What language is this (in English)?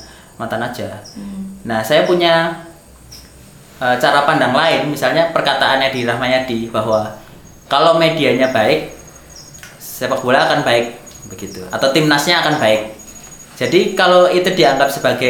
Indonesian